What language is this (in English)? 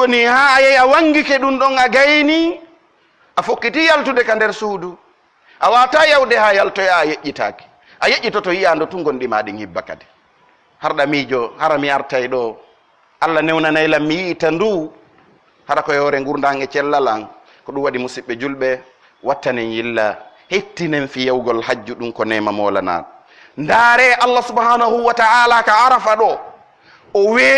Pular